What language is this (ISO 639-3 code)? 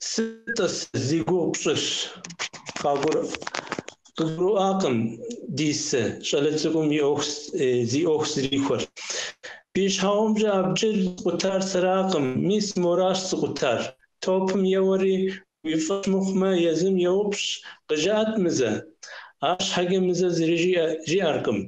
kbd